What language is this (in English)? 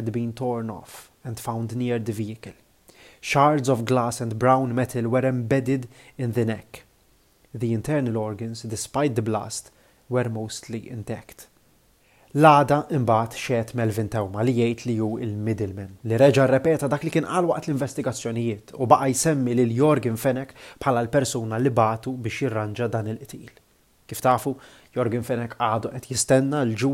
Maltese